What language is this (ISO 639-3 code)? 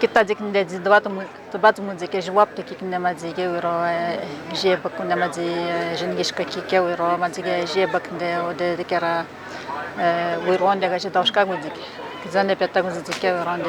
atj